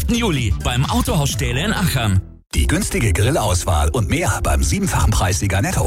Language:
German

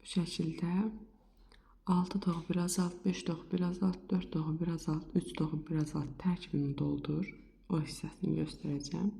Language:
Azerbaijani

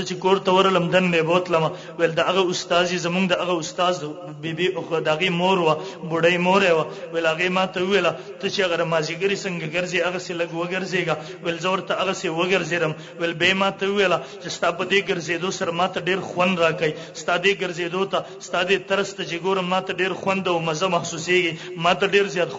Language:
Pashto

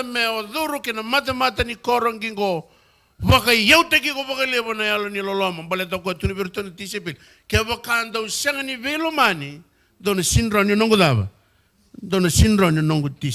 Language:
Fijian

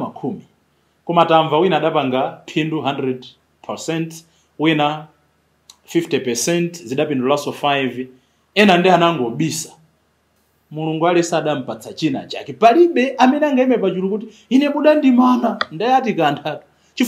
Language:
Nyanja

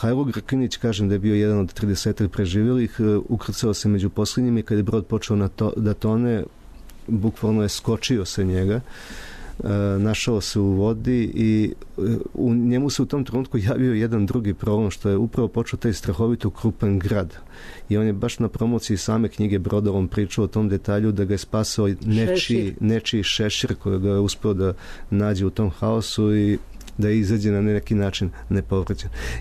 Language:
Serbian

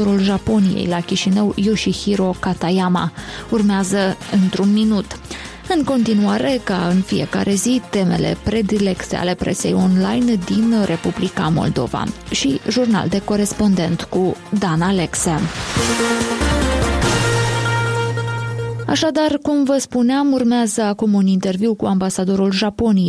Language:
Romanian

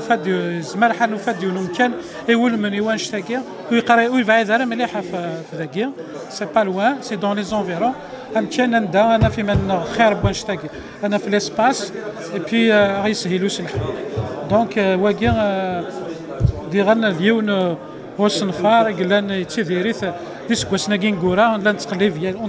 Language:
Kabyle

